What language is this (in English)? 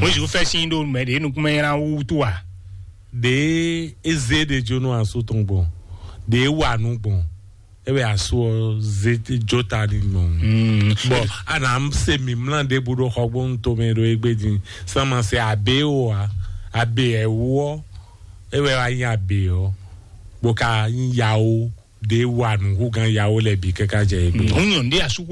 Fon